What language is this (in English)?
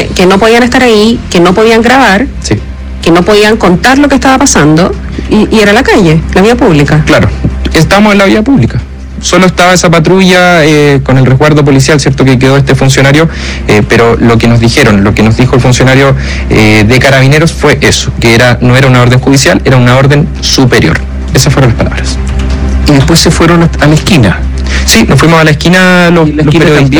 Spanish